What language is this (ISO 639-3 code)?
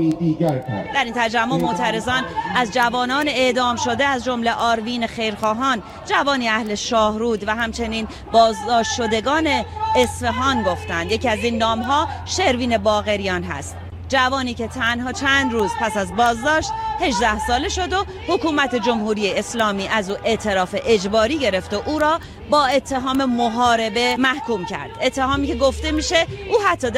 fas